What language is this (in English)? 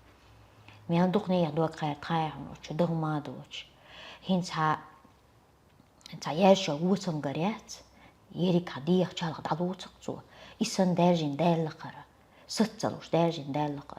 Chechen